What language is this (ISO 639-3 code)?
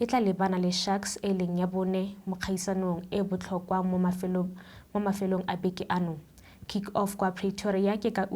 tsn